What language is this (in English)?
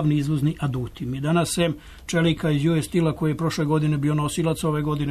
Serbian